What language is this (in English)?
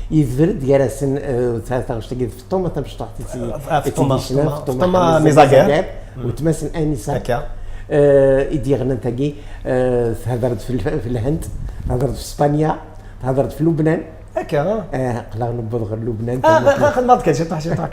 Kabyle